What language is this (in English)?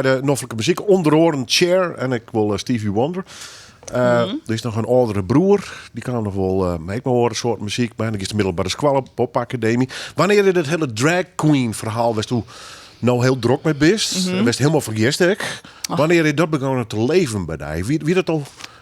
Western Frisian